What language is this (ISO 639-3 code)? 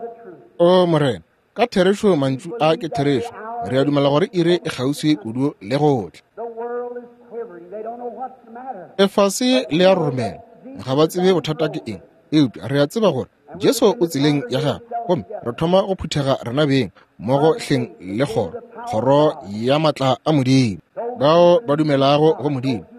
nso